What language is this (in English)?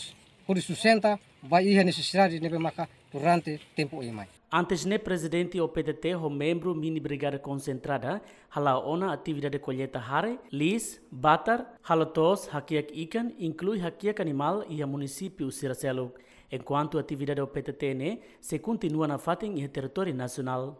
Tetum